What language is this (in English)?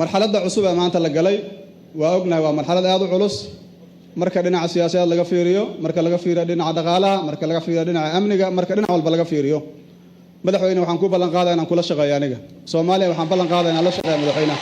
Somali